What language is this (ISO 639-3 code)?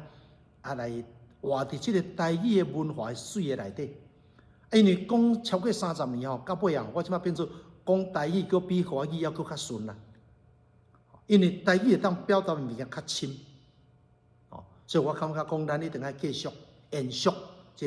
nan